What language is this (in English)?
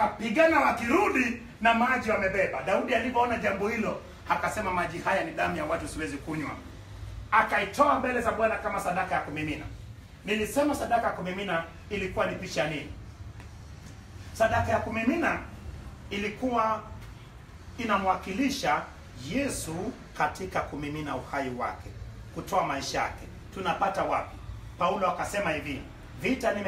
Swahili